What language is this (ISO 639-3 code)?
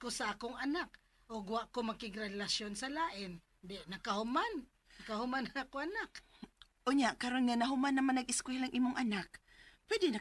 ceb